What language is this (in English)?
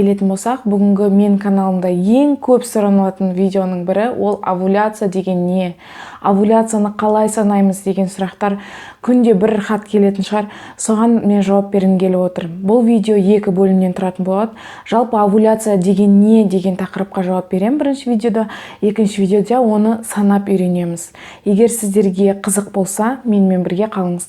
Kazakh